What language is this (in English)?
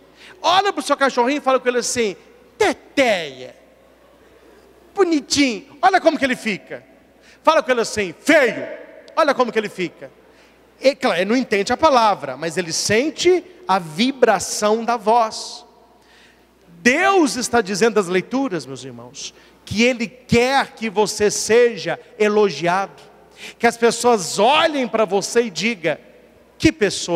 Portuguese